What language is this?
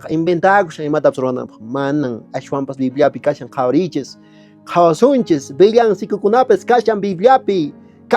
Quechua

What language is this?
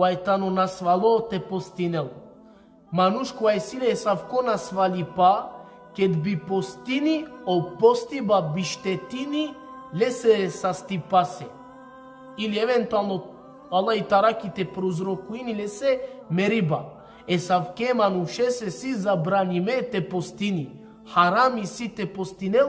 Balkan Romani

